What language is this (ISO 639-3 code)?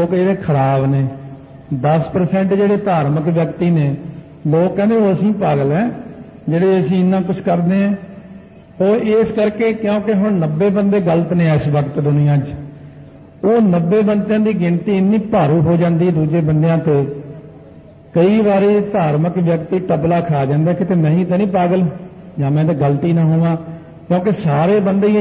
pan